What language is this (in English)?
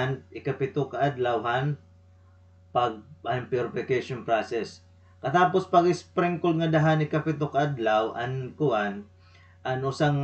Waray